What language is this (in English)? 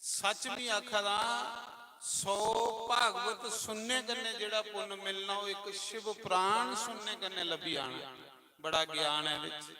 Dogri